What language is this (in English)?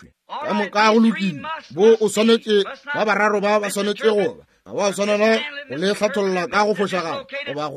Northern Sotho